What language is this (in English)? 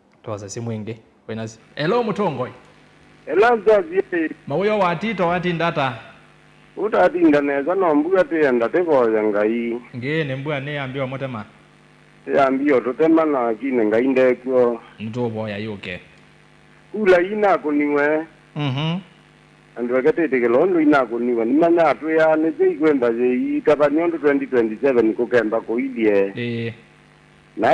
Kamba